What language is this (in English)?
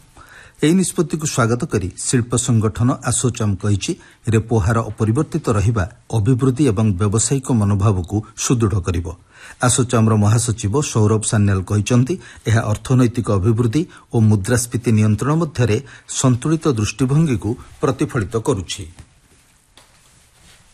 Odia